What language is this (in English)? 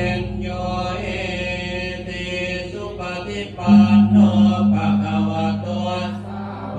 Pali